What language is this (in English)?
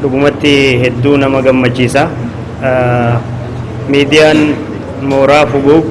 Oromo